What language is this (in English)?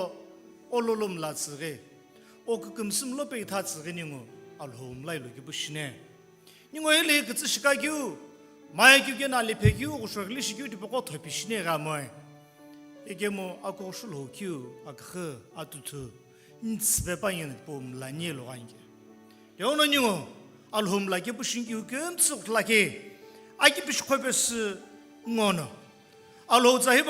Sumi Naga